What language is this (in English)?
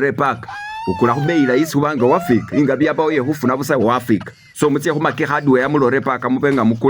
Masaaba